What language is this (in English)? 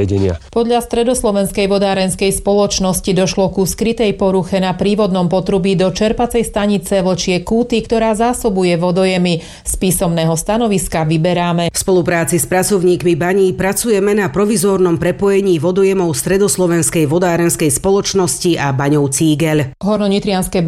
Slovak